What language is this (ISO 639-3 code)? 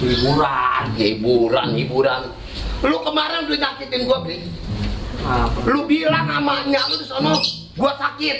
bew